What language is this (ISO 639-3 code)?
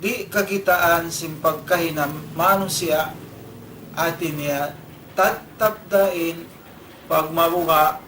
tsg